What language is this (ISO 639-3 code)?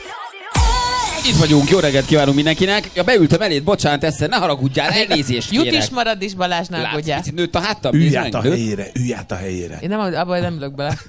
hun